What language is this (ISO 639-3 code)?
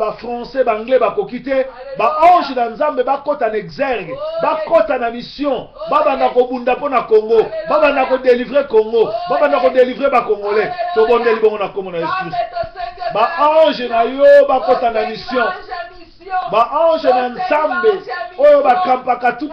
lin